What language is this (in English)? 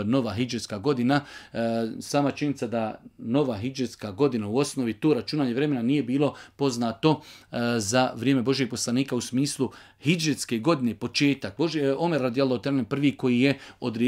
Bosnian